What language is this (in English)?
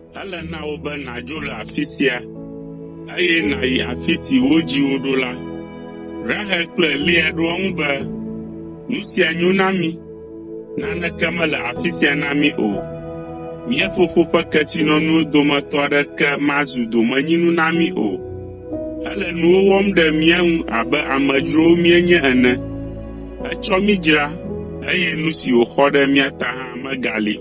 Ewe